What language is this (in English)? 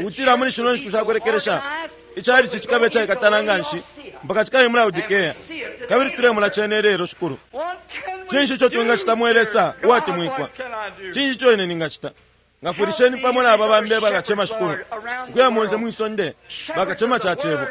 Bemba